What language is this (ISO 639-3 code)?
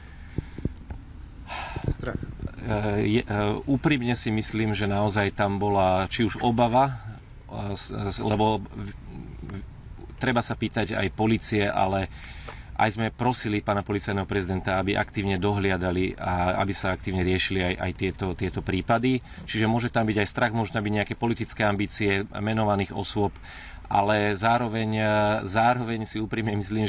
slk